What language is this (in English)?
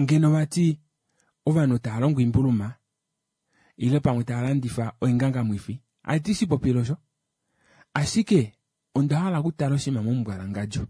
Kuanyama